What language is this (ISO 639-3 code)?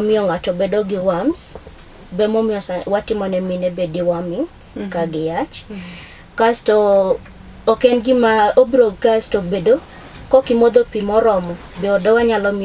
luo